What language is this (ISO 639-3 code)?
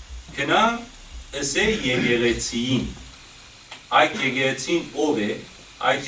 hyw